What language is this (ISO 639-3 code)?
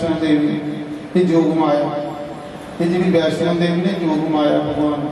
doi